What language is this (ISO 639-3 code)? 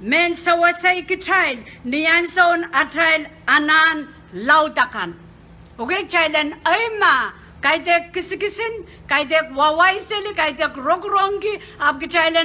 pon